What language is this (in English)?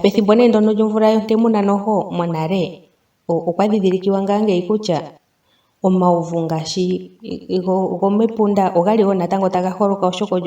Ndonga